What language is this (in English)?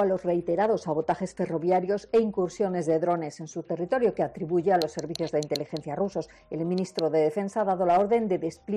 Spanish